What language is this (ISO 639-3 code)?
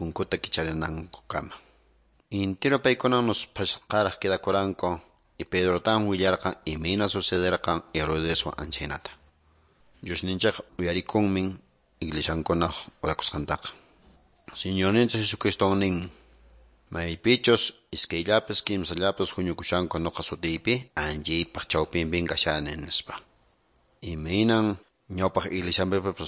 que